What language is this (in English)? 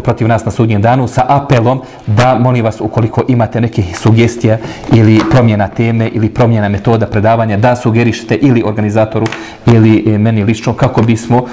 Bosnian